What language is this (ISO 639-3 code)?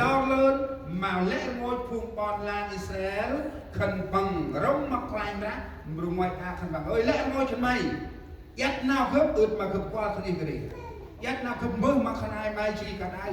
cmo